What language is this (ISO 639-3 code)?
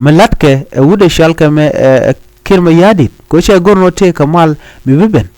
nus